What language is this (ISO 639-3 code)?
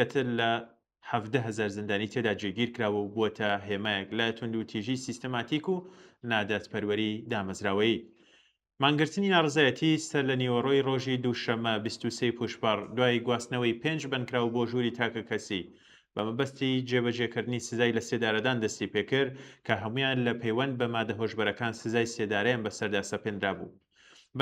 ckb